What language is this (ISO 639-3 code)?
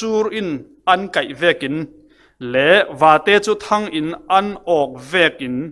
cfm